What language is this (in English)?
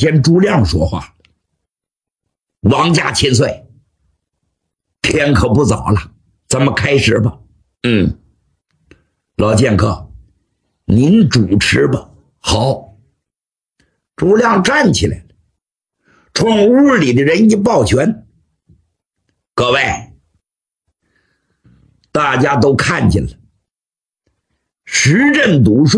Chinese